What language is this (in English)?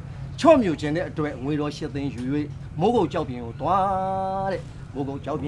Burmese